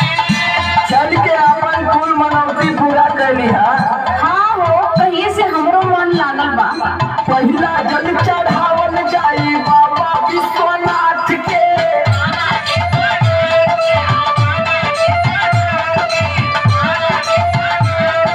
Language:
Bhojpuri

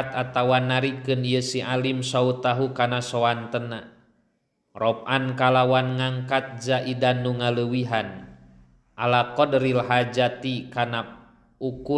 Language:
Sundanese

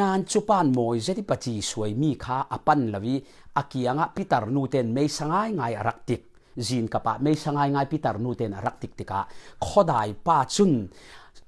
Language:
Falam Chin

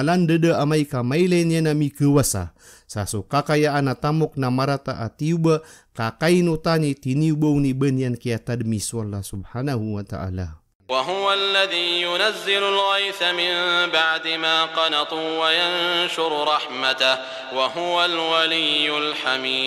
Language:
Maranao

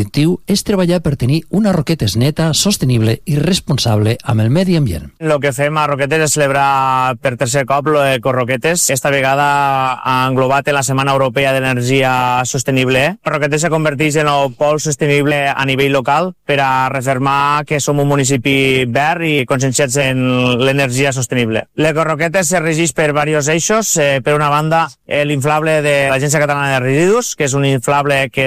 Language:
Catalan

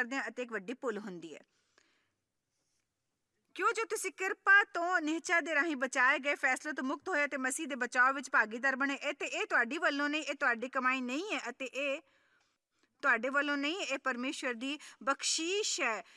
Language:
Punjabi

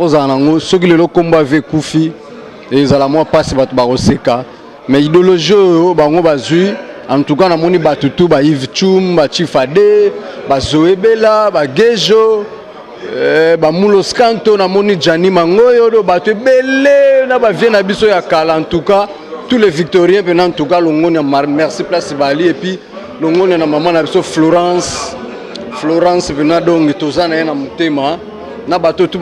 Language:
Lingala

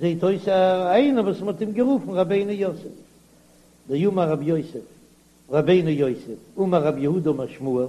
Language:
Yiddish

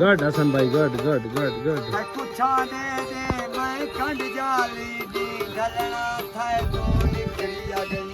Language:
Saraiki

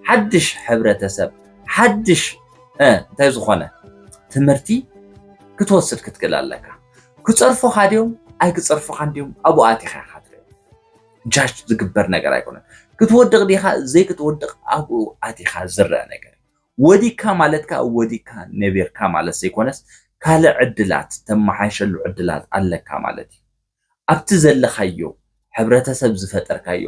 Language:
Tigrinya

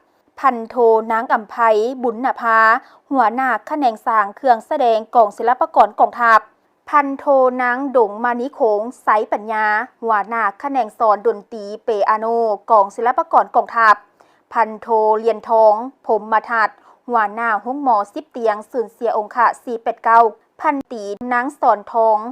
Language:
Lao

